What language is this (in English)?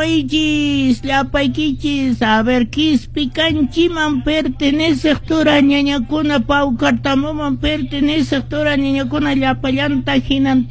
Quechua